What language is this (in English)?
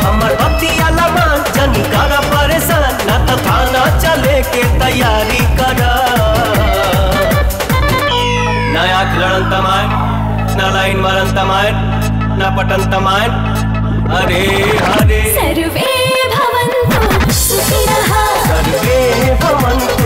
Bhojpuri